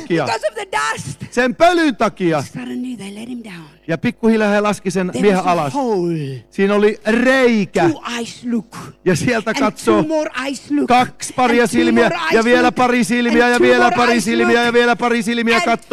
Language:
Finnish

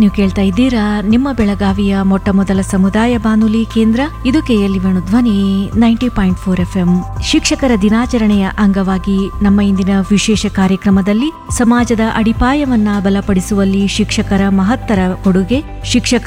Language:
Kannada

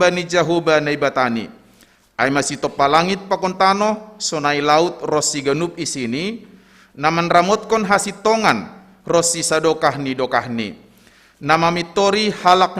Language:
Batak Simalungun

